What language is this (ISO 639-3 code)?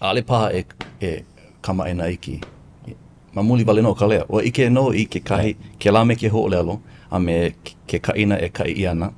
haw